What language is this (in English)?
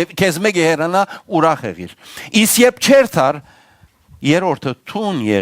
Western Armenian